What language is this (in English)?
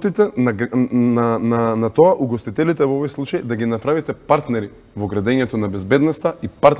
Macedonian